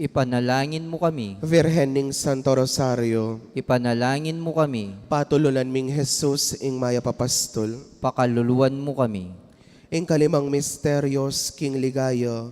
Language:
Pampanga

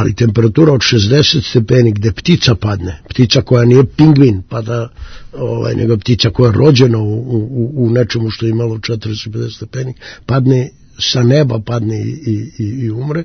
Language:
Serbian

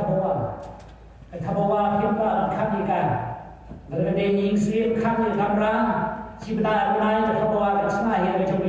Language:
Khasi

